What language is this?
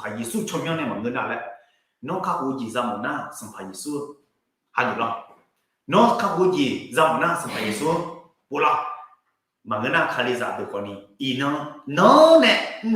Akha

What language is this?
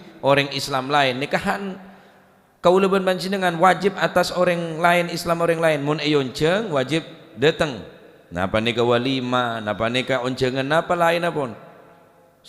Madurese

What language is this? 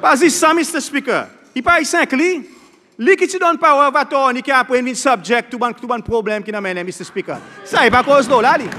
Seselwa Creole French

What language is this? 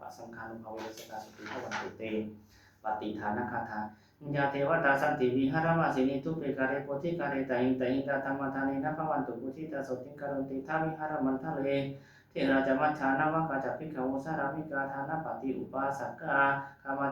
Pali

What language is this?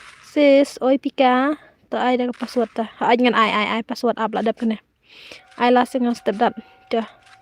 Khasi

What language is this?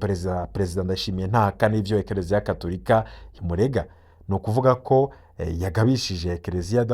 Rundi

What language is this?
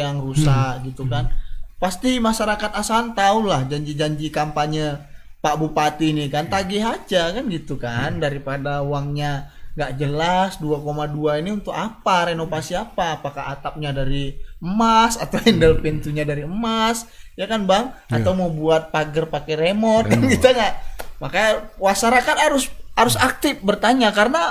Indonesian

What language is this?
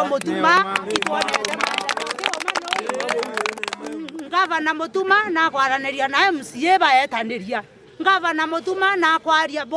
Meru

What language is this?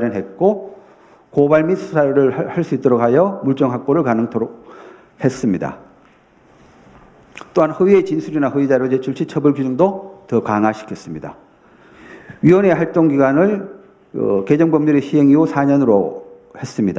Korean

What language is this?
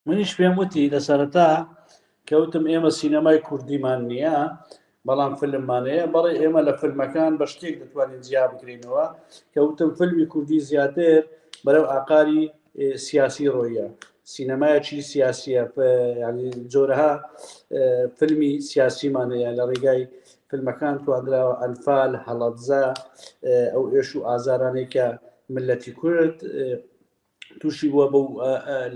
Central Kurdish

